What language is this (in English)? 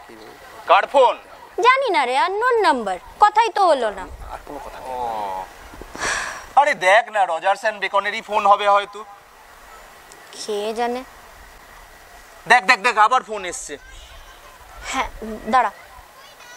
Bangla